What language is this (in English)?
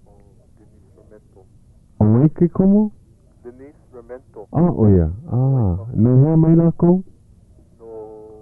Hawaiian